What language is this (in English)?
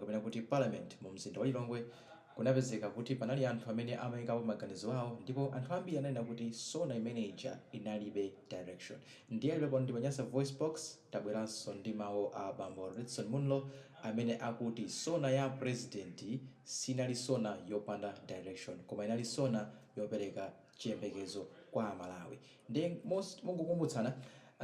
Nyanja